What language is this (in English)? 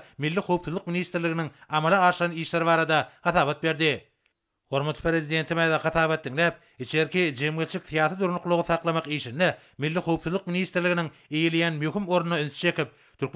Turkmen